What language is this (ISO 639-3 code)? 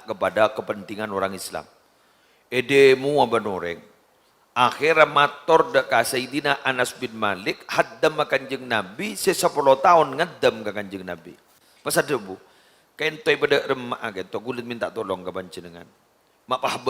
mad